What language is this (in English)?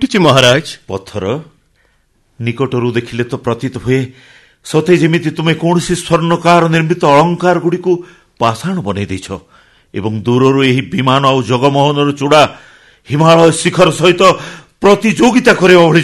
Odia